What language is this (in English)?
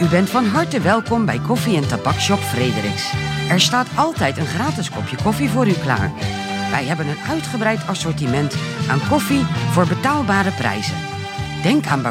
Dutch